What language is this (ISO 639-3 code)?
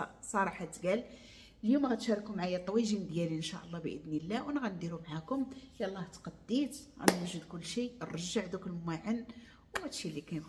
ary